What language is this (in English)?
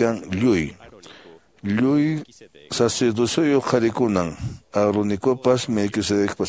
Quechua